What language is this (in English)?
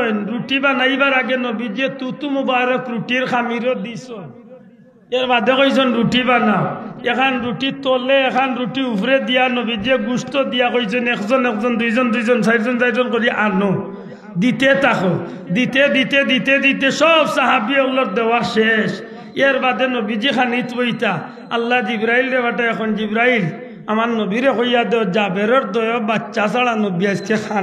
Sylheti